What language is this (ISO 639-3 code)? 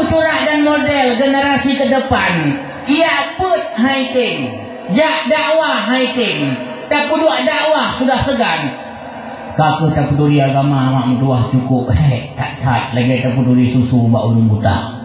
ace